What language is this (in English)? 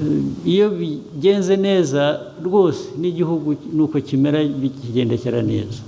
Kinyarwanda